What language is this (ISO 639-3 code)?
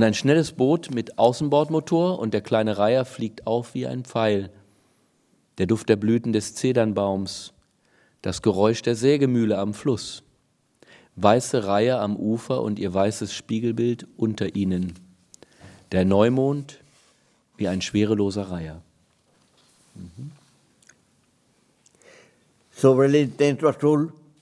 deu